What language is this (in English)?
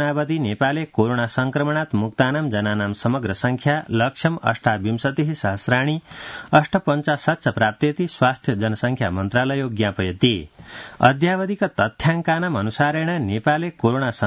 Sanskrit